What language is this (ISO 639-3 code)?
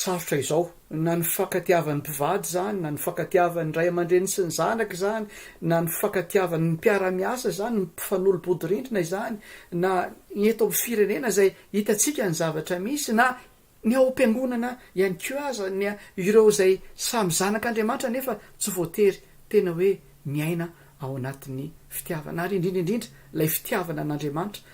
mlg